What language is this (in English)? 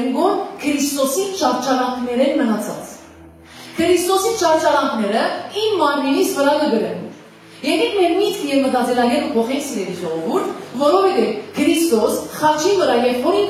Western Armenian